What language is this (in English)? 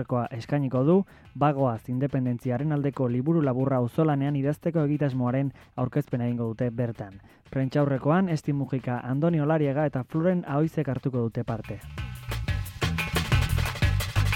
Basque